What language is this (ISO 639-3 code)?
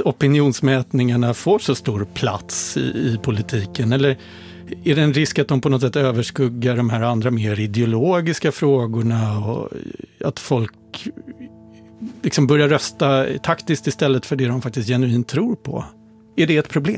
swe